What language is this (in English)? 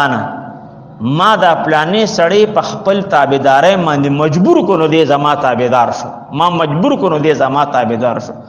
Pashto